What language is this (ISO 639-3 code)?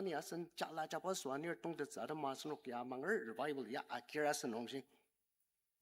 njo